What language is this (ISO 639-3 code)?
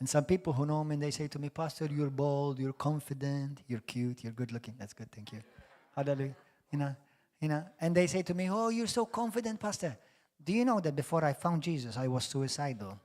eng